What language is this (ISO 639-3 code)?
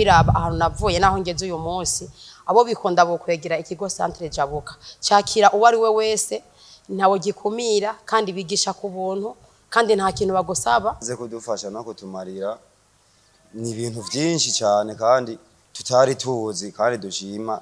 run